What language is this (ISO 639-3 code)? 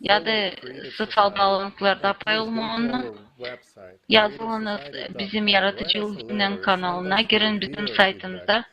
gag